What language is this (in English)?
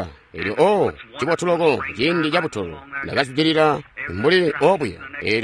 Tonga (Zambia)